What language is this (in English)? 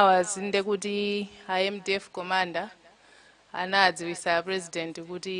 Nyanja